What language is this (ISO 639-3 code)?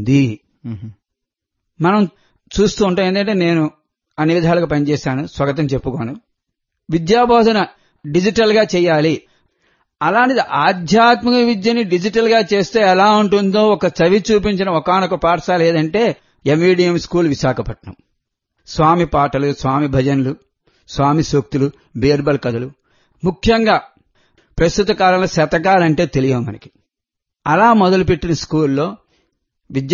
tel